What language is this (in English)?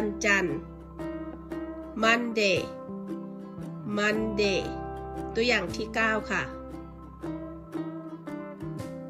Thai